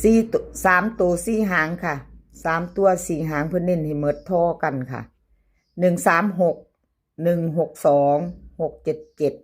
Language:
Northeastern Thai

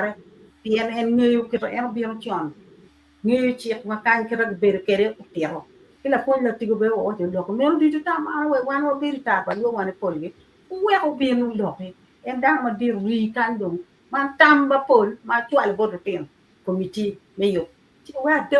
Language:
Acoli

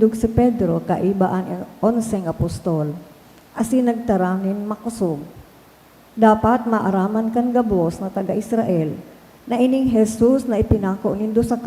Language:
Bikol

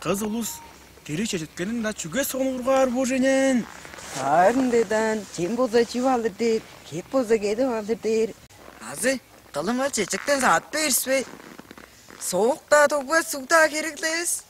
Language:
Tuvinian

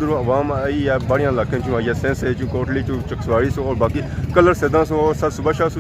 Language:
Pahari-Potwari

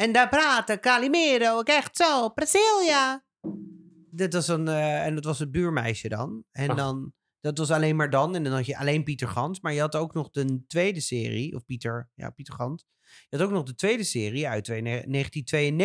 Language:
Dutch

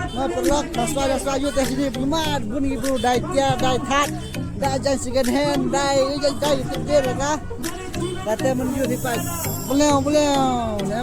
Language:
Khasi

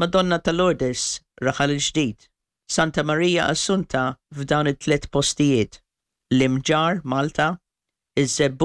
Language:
Maltese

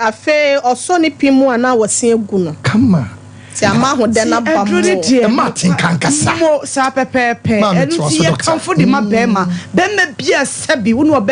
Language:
Akan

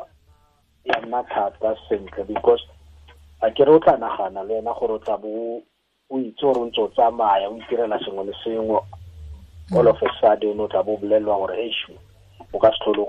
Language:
Tswana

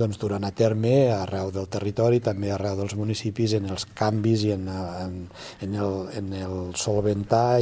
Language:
Catalan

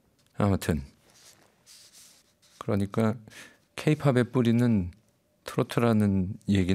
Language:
Korean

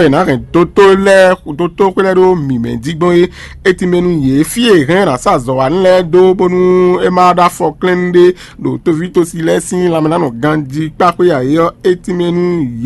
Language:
Fon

